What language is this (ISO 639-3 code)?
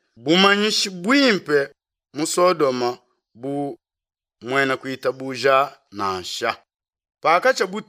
lua